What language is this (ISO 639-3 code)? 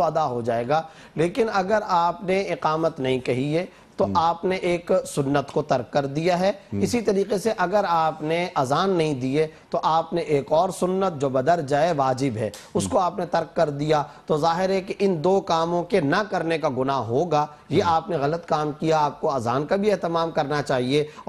urd